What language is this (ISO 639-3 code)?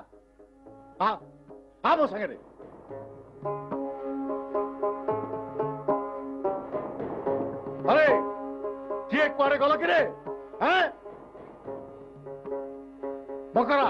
ori